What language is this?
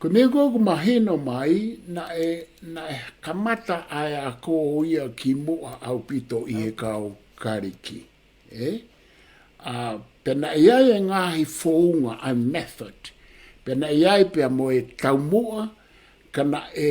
Tongan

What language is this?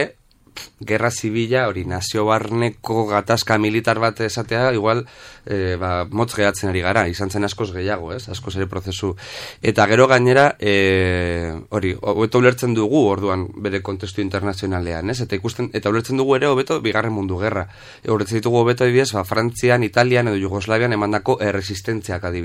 Basque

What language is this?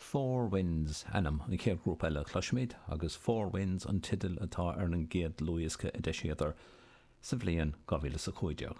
Irish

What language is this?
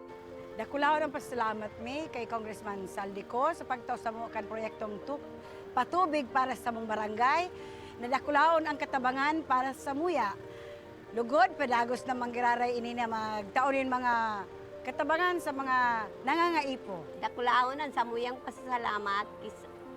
Bikol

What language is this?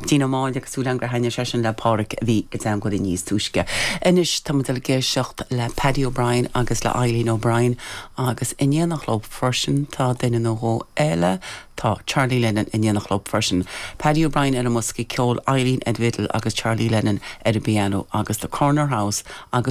Irish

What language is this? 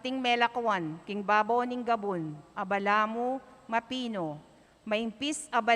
Pampanga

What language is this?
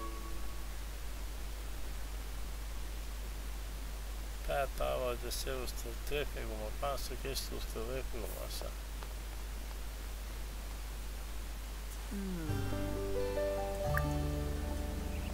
Finnish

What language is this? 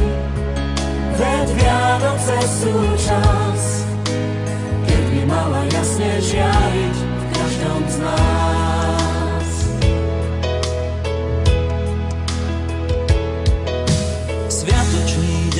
Slovak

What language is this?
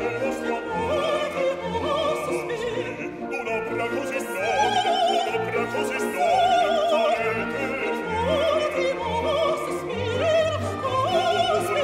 Italian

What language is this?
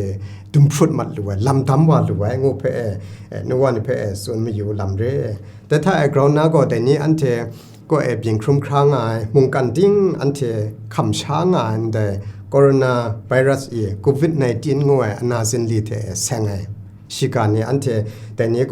Kachin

